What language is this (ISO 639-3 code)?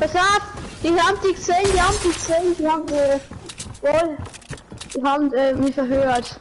bar